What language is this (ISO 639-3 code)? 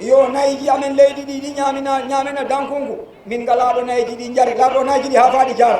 ful